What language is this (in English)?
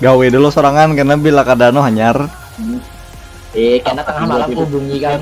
Banjar